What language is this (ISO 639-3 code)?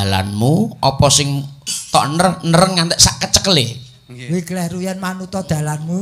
jav